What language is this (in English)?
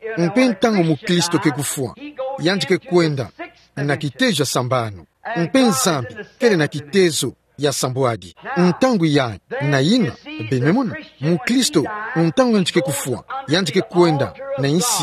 Kituba (Democratic Republic of Congo)